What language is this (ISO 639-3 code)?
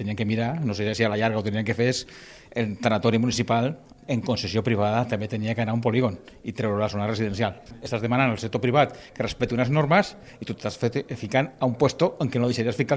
cat